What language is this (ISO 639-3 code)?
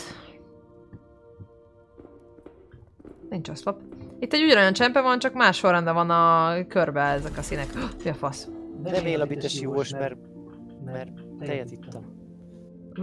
hun